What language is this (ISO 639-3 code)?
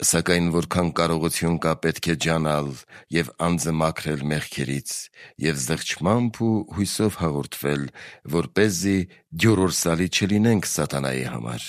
hye